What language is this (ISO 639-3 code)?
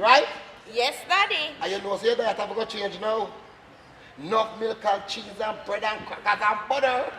jam